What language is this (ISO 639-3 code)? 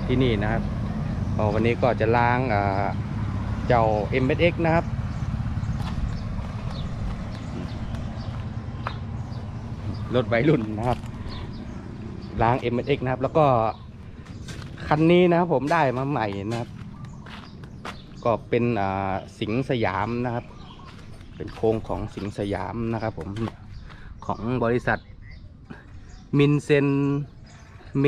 tha